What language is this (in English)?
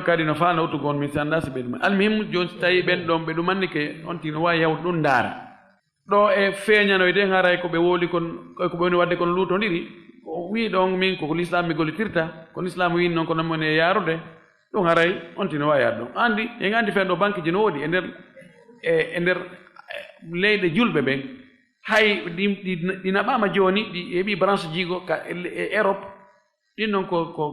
Fula